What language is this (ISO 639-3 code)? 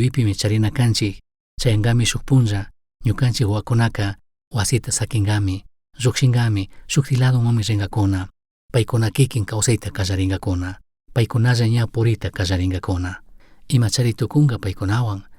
qug